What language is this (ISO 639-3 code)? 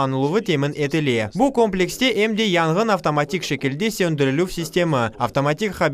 crh